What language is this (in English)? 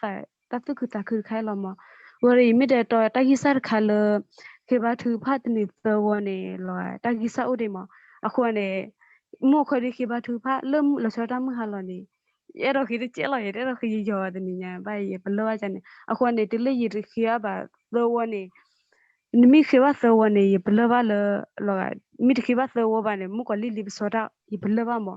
S'gaw Karen